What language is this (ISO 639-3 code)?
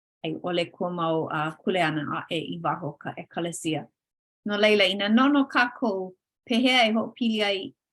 haw